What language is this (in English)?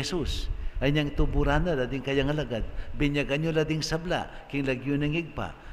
Pampanga